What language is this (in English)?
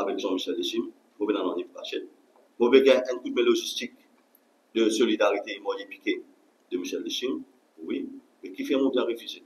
Morisyen